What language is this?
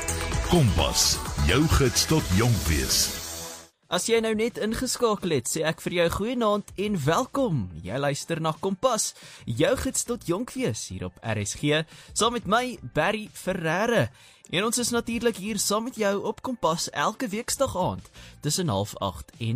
Afrikaans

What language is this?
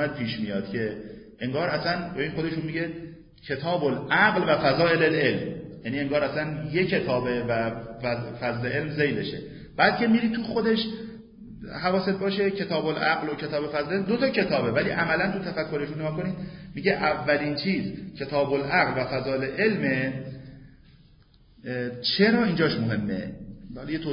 Persian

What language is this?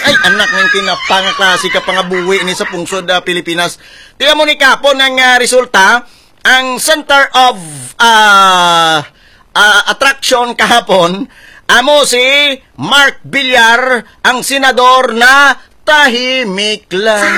Hiligaynon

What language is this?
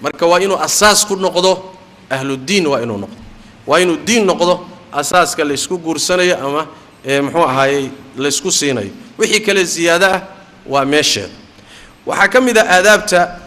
Somali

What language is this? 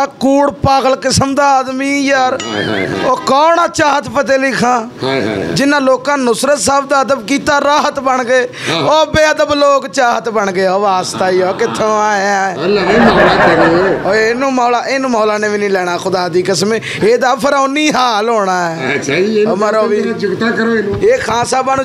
Punjabi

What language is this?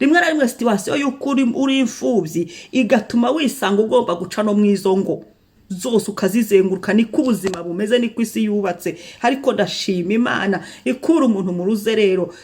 Kinyarwanda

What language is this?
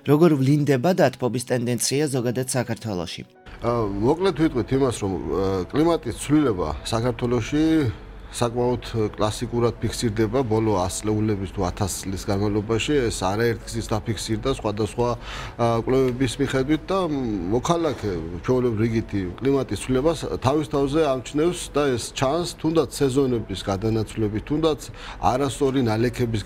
Georgian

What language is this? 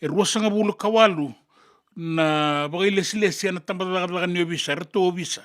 Fijian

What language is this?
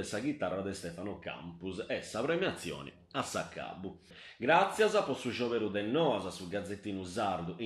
Sardinian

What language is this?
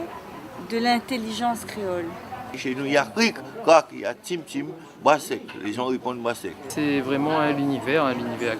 Réunion Creole French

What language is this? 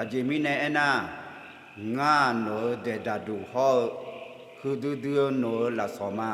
Akha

